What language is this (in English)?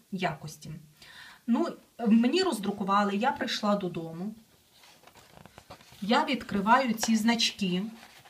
Ukrainian